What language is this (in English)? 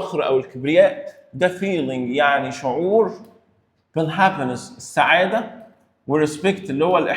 Egyptian Arabic